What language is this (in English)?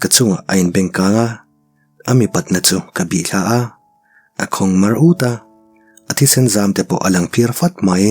Mizo